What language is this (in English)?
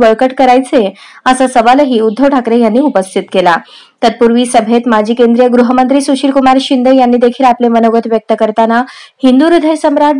Marathi